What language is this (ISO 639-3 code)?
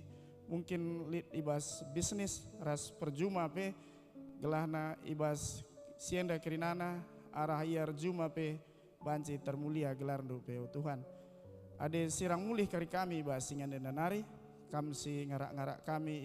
btx